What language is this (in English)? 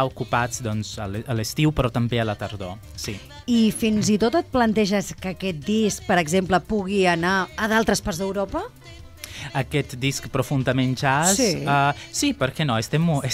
Catalan